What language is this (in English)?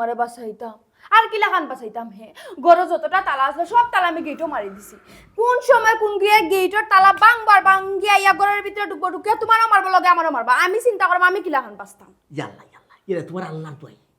Sylheti